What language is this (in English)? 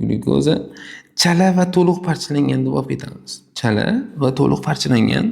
Uzbek